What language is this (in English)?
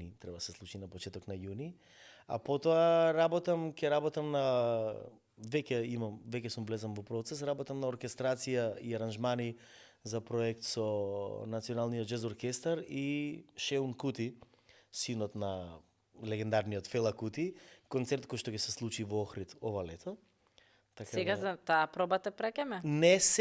Macedonian